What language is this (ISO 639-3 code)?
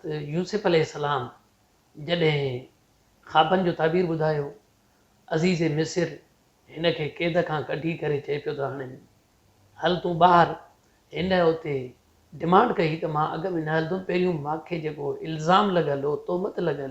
snd